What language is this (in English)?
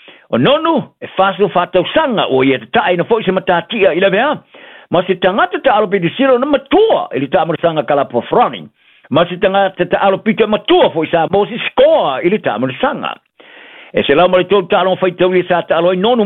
Samoan